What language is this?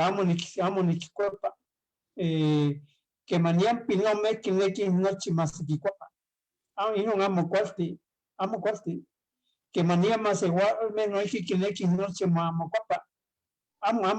Eastern Huasteca Nahuatl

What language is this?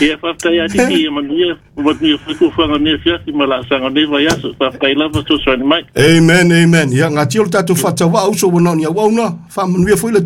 Samoan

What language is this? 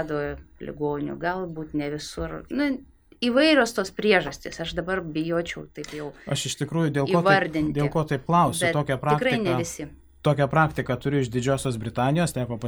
Lithuanian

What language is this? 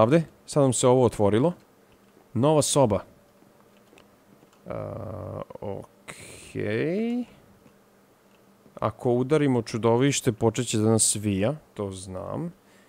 Serbian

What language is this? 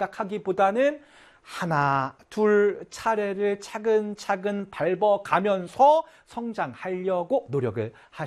Korean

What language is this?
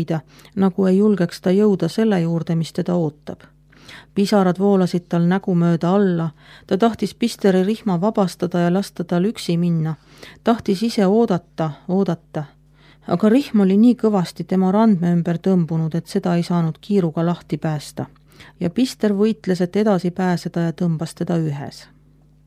Estonian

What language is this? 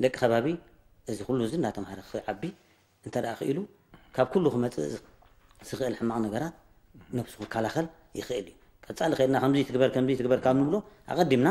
Tigrinya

